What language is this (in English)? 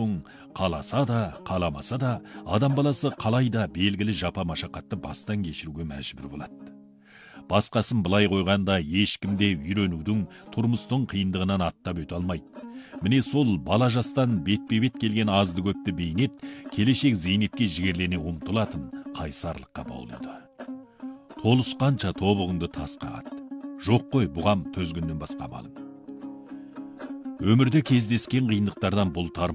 Kazakh